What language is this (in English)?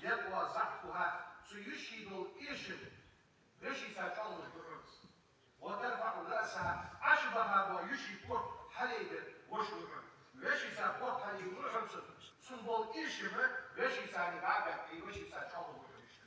Ingush